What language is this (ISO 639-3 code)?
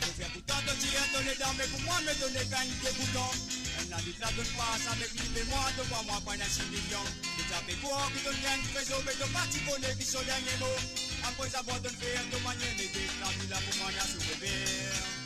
mfe